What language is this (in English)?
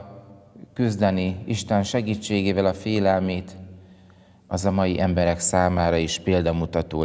Hungarian